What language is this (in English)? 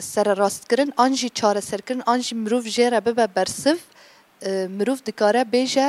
Kurdish